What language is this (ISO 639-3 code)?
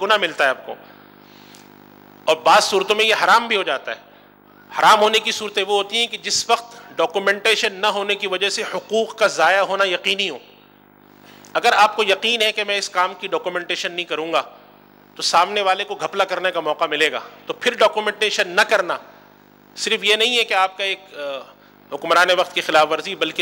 urd